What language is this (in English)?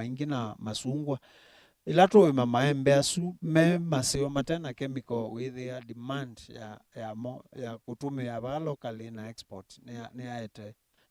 Kamba